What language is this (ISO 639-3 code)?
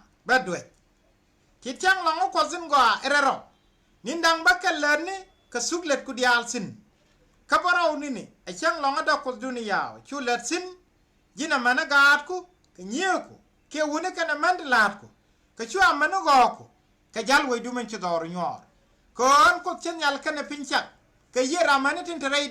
nus